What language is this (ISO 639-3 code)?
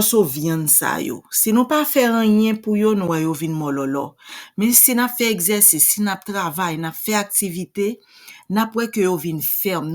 hat